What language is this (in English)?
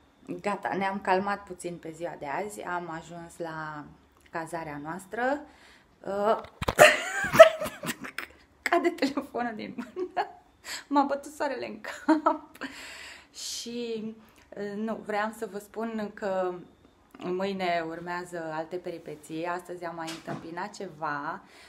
Romanian